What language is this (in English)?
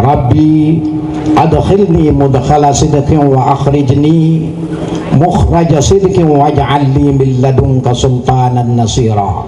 Sasak